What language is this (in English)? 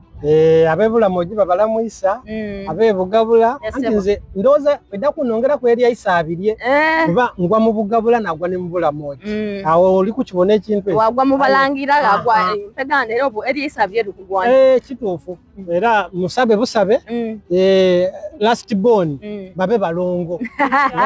Soga